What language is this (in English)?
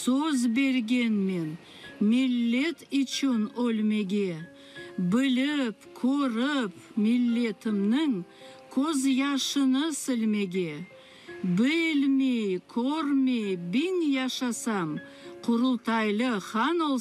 Crimean Tatar